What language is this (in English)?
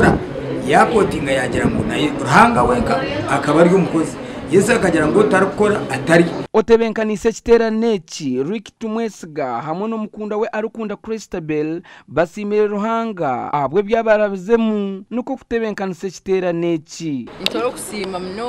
Nyankole